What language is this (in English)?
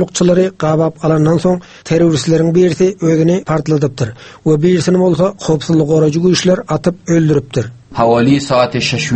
Turkmen